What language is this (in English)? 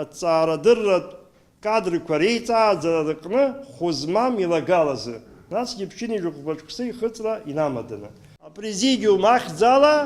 Abkhazian